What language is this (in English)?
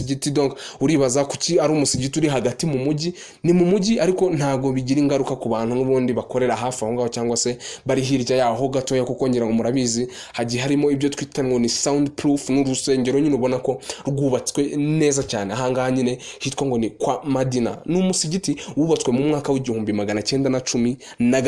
Kinyarwanda